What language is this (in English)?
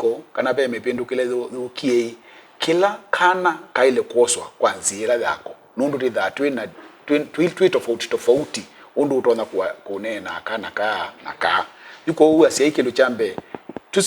Kamba